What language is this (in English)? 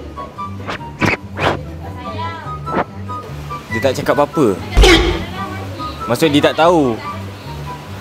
Malay